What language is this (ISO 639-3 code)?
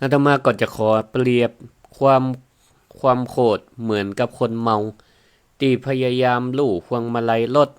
nod